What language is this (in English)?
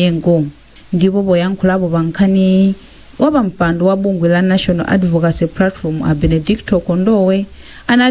Nyanja